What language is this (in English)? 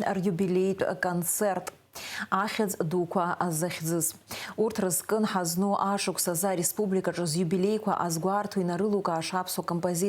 Abkhazian